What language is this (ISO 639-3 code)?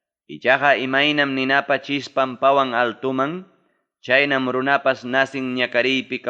quy